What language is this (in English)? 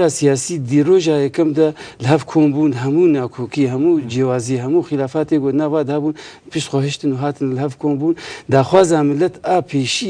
Kurdish